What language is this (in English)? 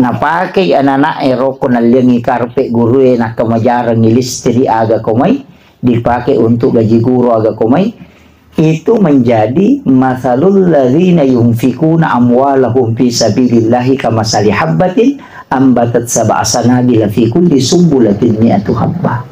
Buginese